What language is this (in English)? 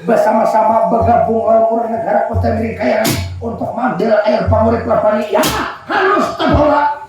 Banjar